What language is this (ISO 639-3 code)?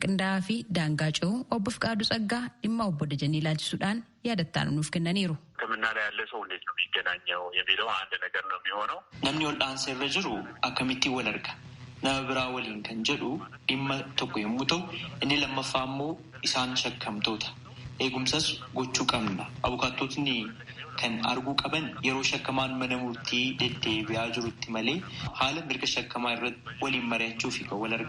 orm